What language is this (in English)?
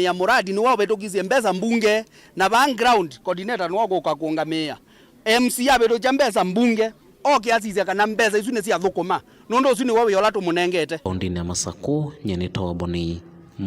Kamba